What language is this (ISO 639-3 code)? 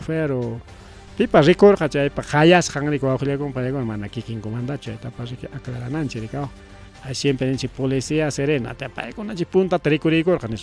quy